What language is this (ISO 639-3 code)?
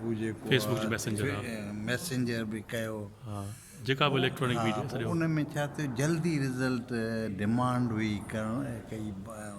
snd